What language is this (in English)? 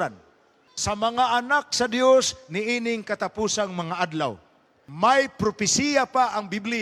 Cebuano